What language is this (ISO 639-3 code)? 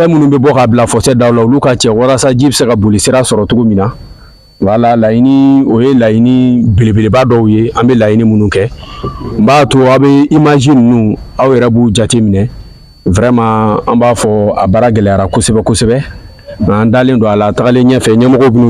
bam